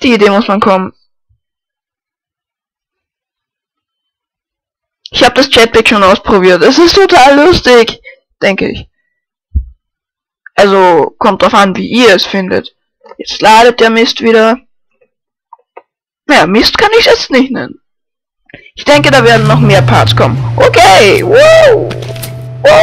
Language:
German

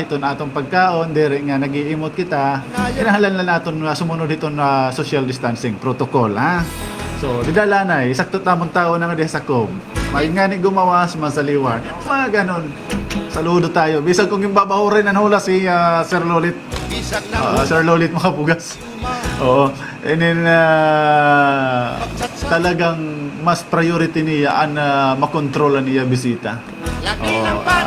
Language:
Waray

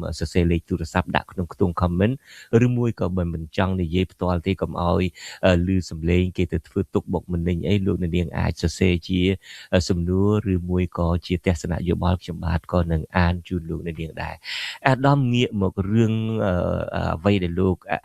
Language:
Khmer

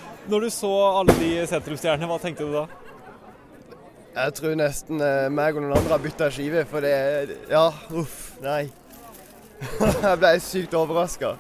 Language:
Norwegian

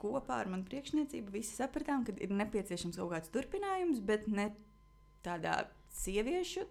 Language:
Latvian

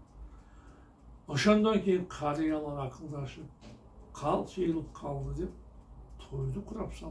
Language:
Kyrgyz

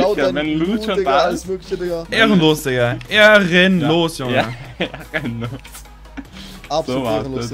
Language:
German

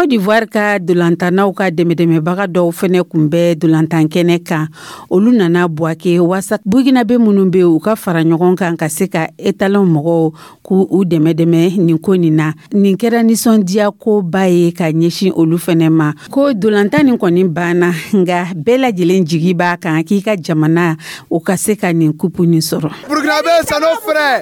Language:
Dyula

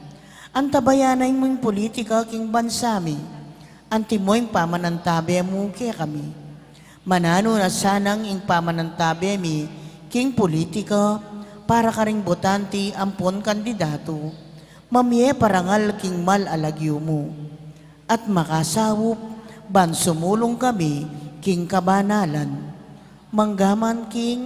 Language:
Pampanga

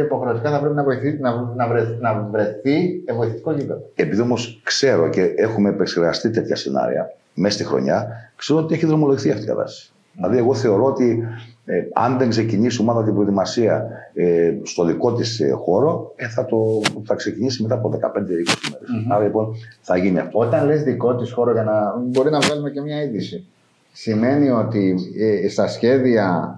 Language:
Greek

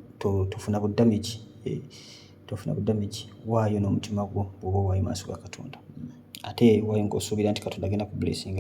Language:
Ganda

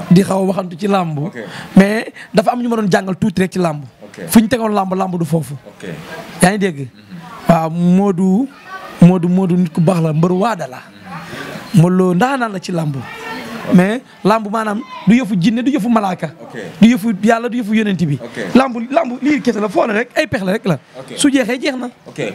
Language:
Wolof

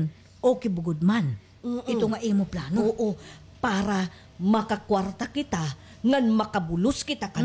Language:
Waray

